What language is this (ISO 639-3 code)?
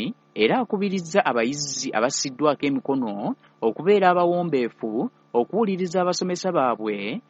lug